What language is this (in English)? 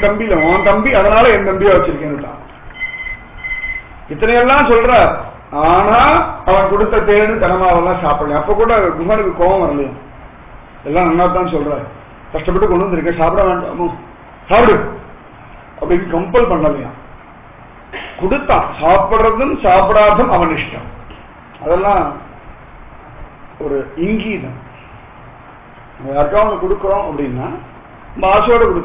Tamil